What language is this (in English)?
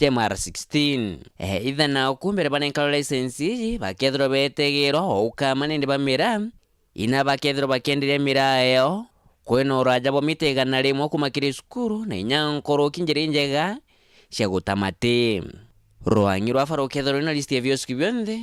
Meru